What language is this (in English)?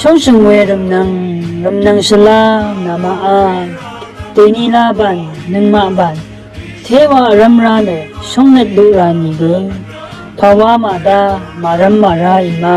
Rawang